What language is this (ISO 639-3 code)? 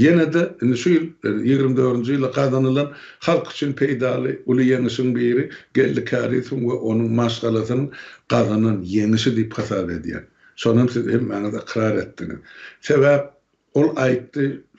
tuk